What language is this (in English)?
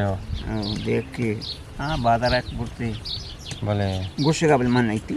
Eastern Balochi